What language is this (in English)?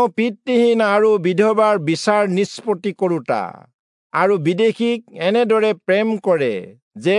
Assamese